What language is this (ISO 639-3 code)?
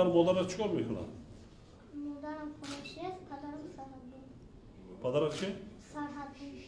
tgk